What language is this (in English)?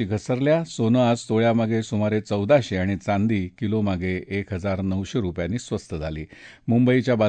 Marathi